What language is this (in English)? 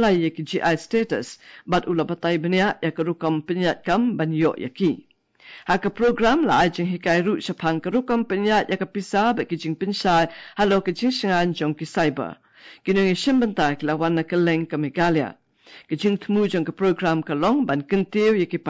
Khasi